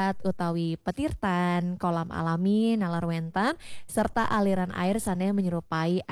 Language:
Balinese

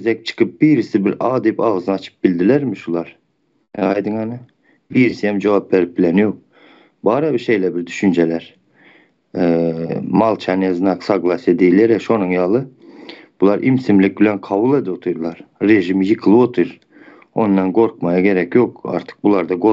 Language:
Turkmen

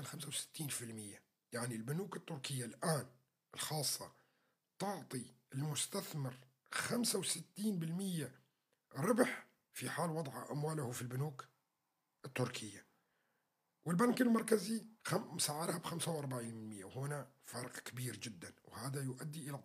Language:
North Levantine Arabic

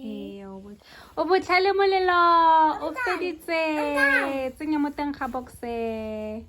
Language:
Tswana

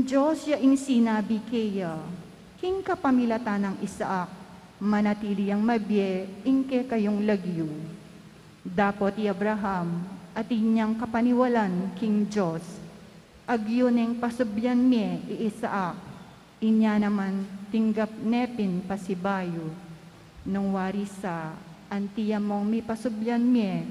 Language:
Pampanga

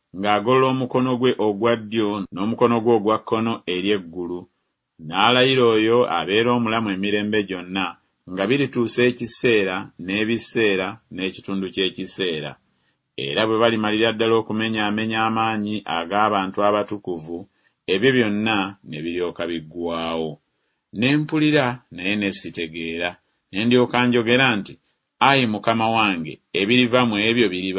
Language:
Ganda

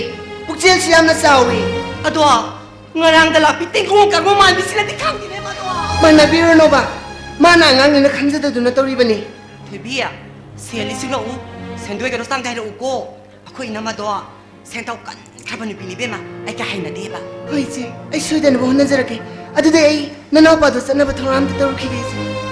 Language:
Manipuri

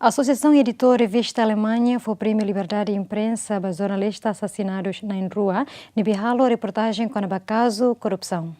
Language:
Tetum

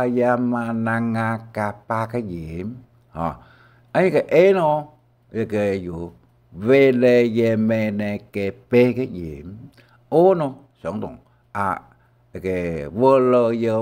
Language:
Hakka Chinese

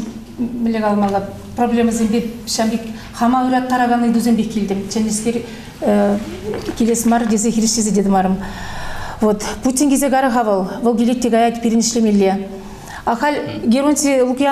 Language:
Chuvash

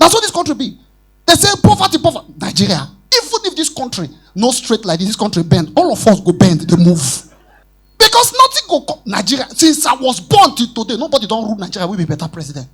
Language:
Nigerian Pidgin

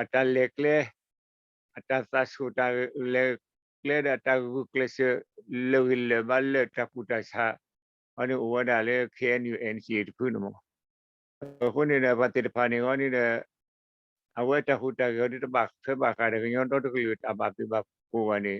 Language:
S'gaw Karen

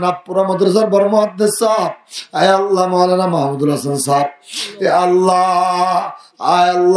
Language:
Rohingya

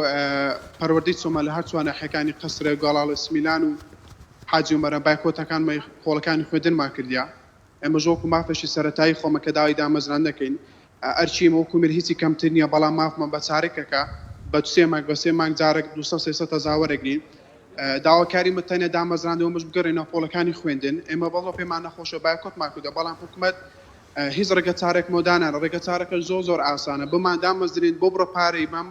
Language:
Central Kurdish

